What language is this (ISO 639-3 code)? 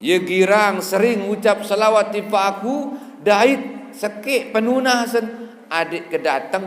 sas